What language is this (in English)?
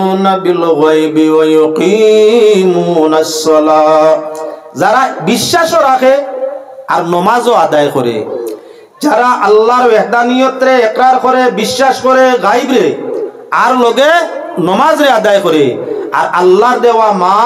Sylheti